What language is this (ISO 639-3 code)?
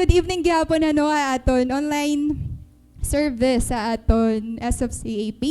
war